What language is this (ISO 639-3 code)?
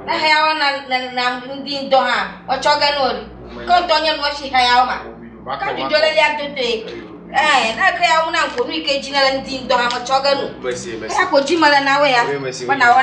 ewe